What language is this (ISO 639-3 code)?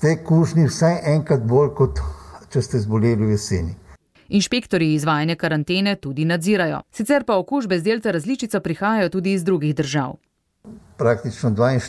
slv